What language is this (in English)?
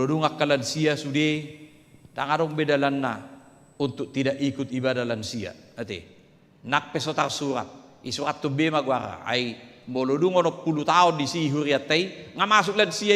Batak Toba